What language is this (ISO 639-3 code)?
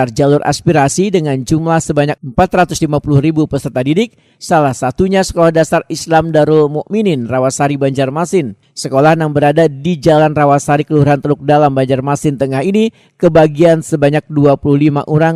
bjn